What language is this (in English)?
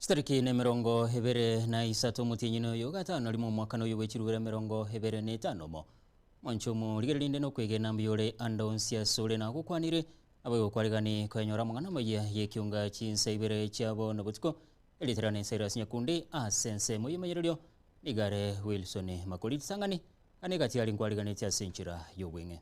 Gusii